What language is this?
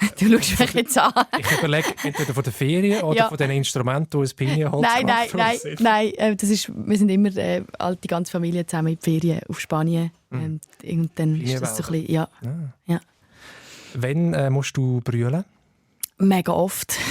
Swiss German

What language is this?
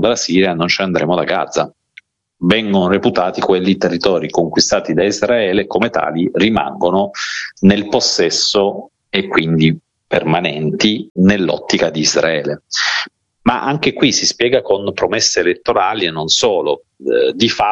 Italian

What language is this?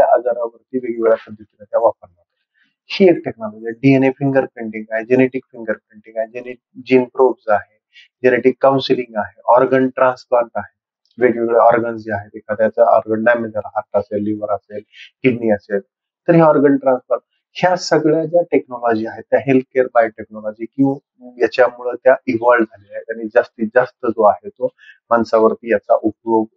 Marathi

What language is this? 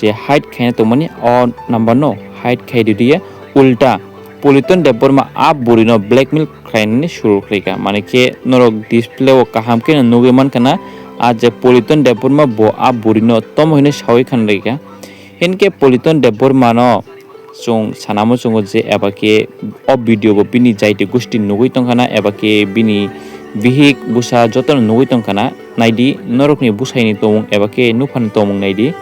Kok Borok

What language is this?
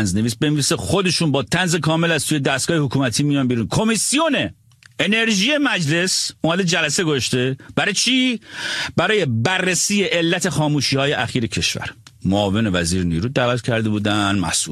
Persian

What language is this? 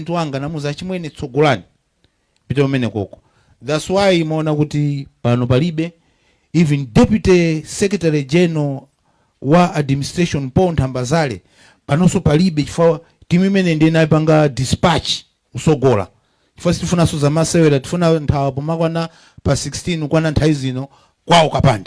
Nyanja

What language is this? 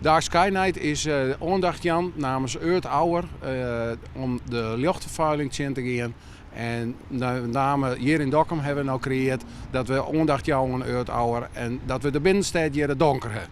Western Frisian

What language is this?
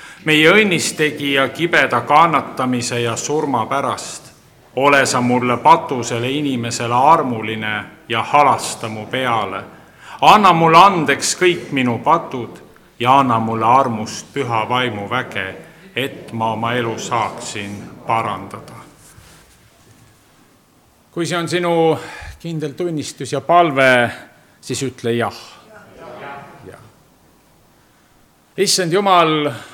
Estonian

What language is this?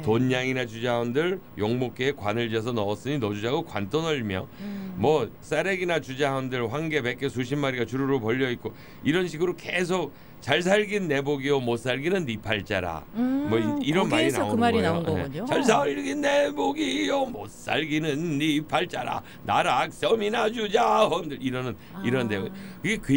Korean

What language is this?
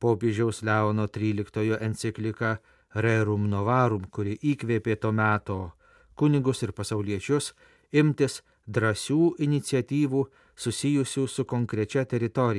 Lithuanian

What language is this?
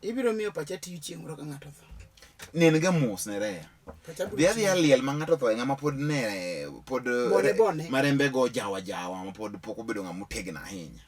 Luo (Kenya and Tanzania)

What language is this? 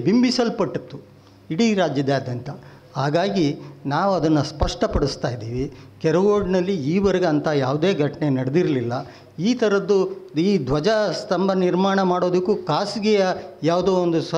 Kannada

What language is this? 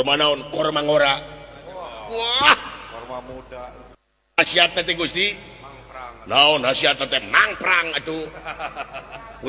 Sundanese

